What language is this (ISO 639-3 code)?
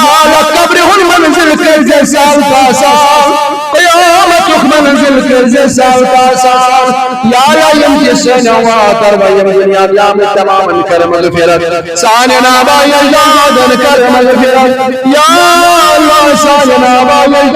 kas